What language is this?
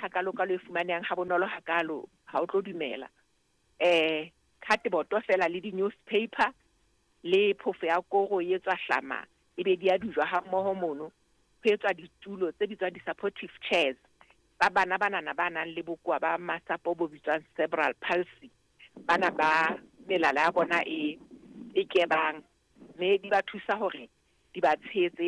Southern Sotho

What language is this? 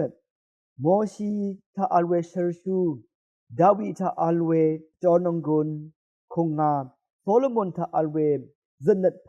Rawang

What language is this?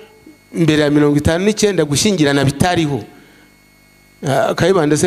Kinyarwanda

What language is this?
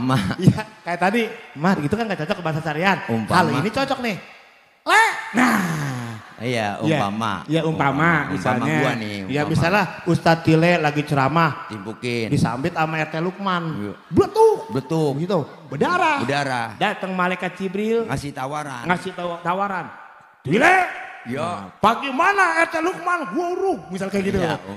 Betawi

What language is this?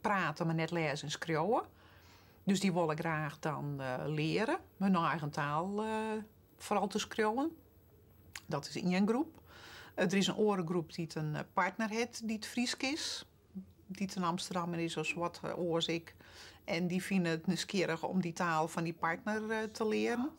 Western Frisian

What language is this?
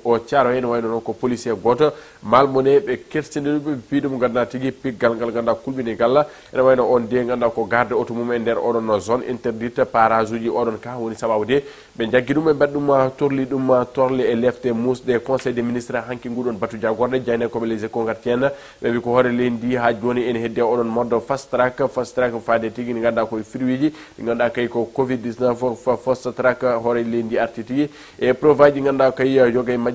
Fula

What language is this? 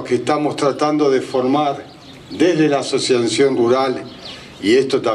Spanish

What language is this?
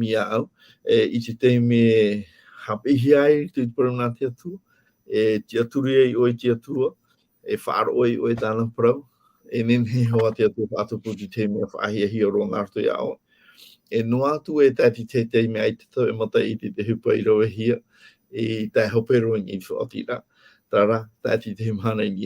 Tahitian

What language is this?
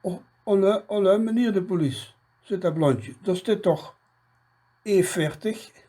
Limburgish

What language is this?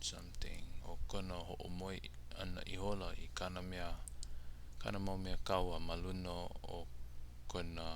Hawaiian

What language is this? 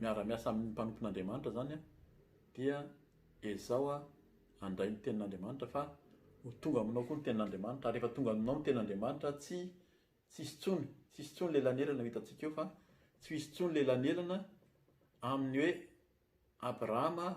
Malagasy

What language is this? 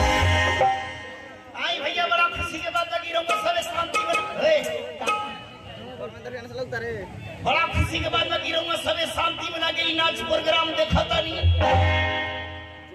Bhojpuri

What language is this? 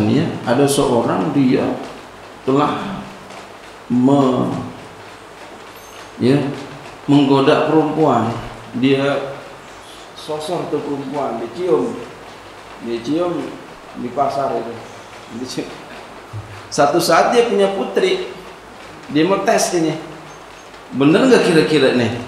Indonesian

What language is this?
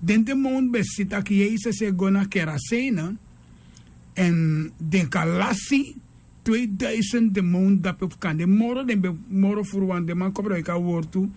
Sranan Tongo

